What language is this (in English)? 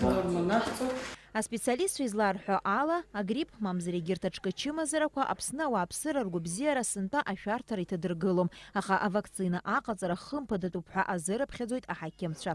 Abkhazian